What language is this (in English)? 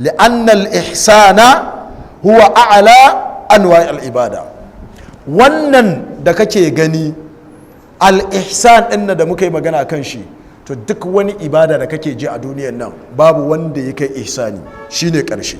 Hausa